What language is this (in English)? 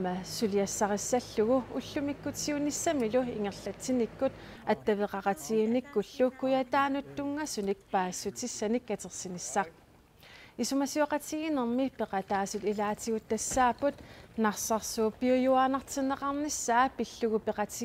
Kalaallisut